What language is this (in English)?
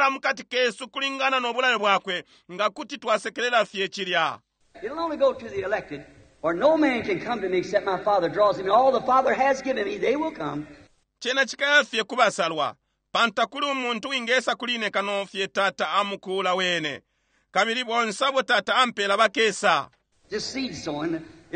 Bemba